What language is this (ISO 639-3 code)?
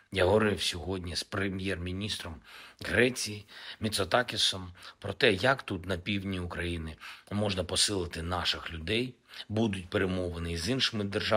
ukr